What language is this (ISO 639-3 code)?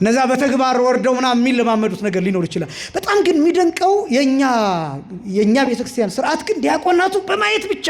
amh